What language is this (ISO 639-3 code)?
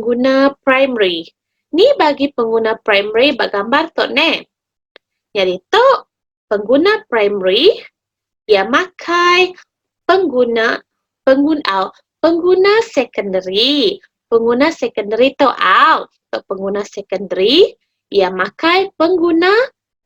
iba